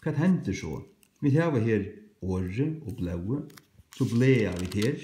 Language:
Faroese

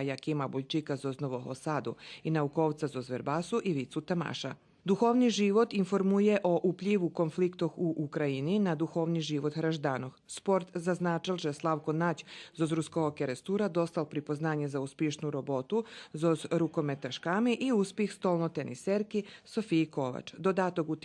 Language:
Rusyn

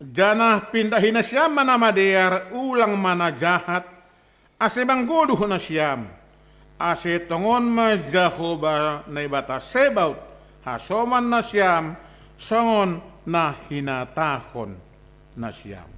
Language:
Batak Simalungun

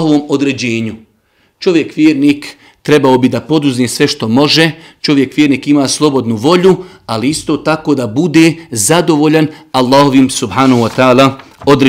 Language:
Bosnian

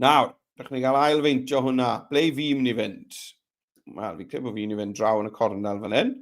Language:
Welsh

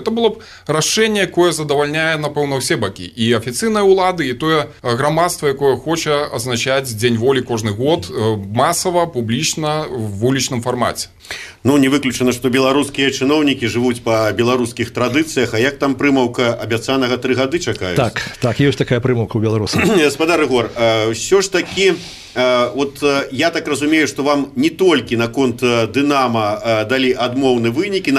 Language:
Belarusian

